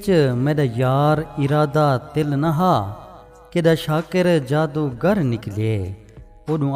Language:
Saraiki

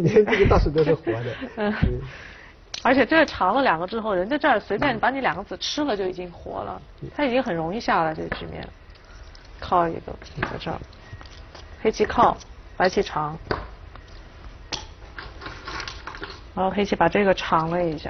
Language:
Chinese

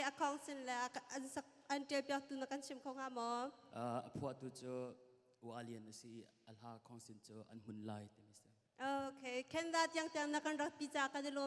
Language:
Hakha Chin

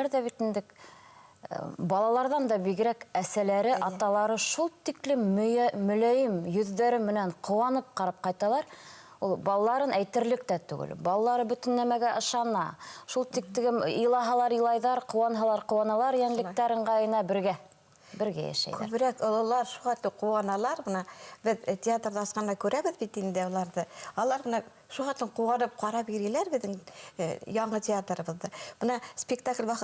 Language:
Bashkir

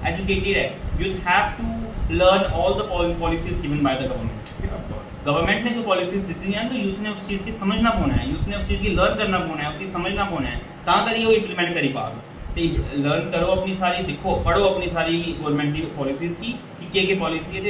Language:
Dogri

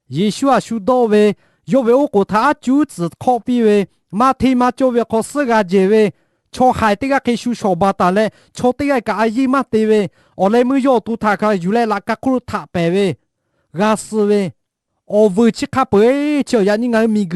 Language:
Lahu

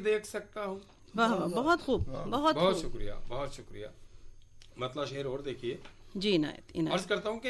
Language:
Urdu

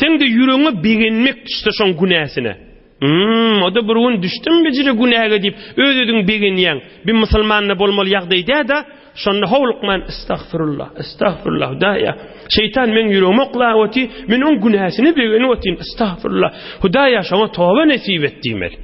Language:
Turkmen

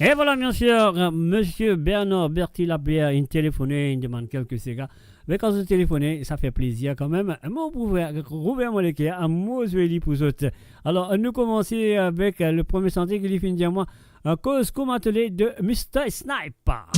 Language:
Morisyen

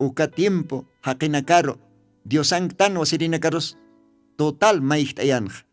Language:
Aymara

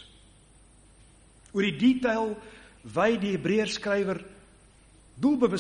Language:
Afrikaans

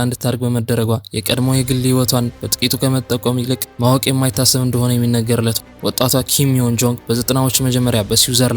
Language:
Amharic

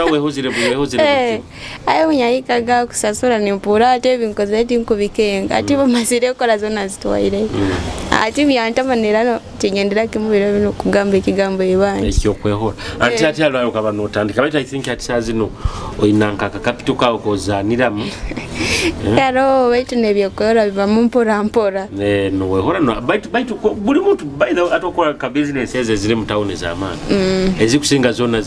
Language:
Nyoro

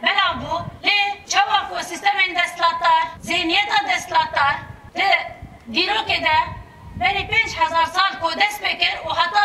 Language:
Kurdish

